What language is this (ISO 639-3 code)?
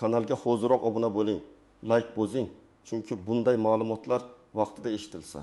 uzb